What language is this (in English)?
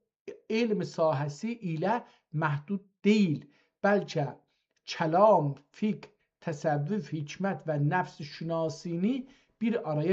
South Azerbaijani